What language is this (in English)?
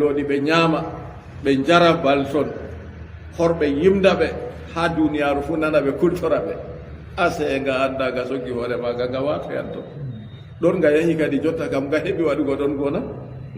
Fula